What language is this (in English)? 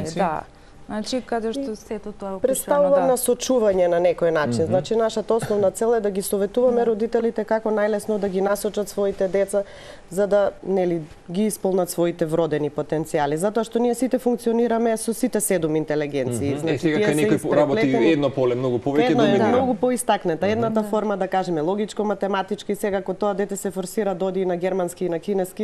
Macedonian